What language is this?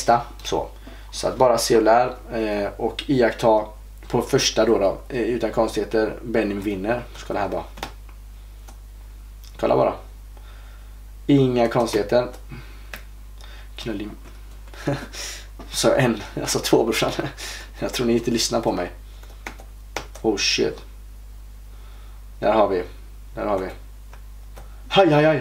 Swedish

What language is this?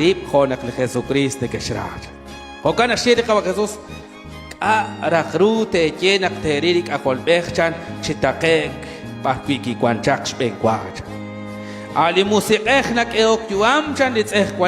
Kekchí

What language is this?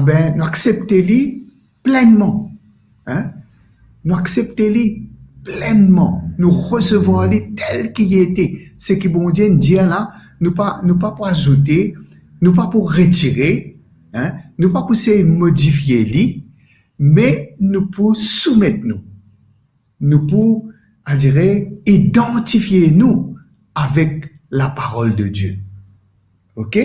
Morisyen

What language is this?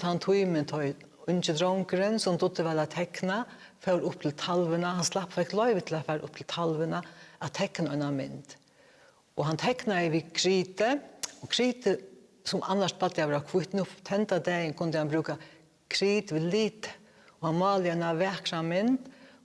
Faroese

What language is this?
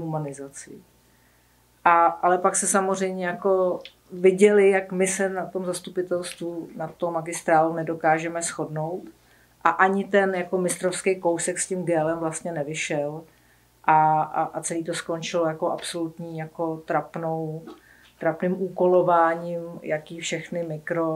Czech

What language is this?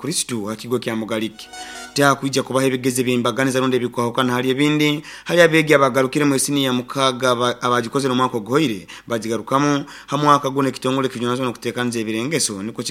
Nyoro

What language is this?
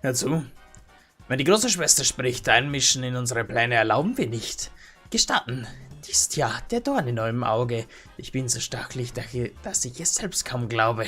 Bavarian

